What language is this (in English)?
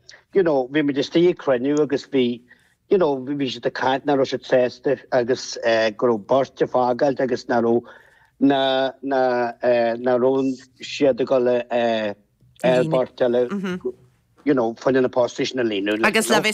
Irish